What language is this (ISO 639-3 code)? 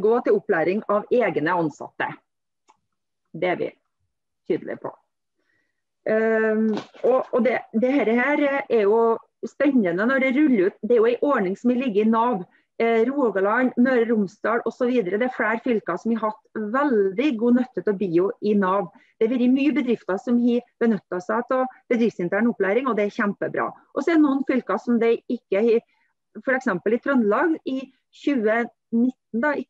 nor